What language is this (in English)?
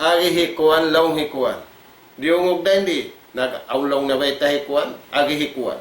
Tausug